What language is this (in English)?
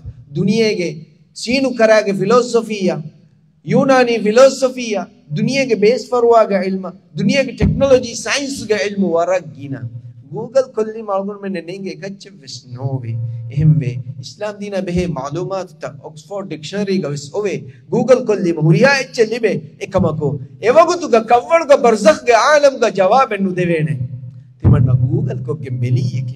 Divehi